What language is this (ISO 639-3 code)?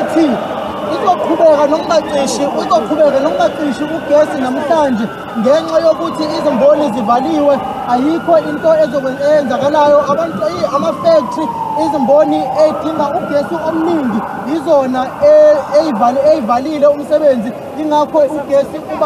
zul